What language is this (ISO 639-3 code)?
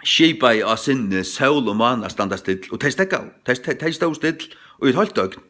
fao